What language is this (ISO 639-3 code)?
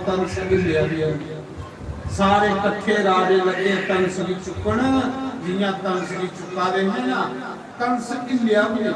doi